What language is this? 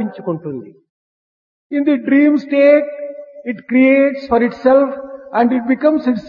Telugu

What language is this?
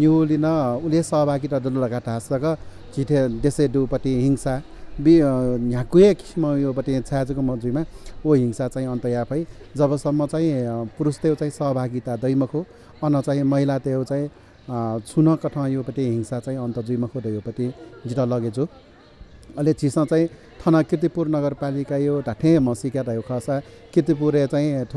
Newari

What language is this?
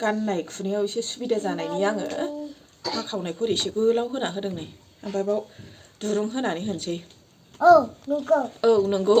Bodo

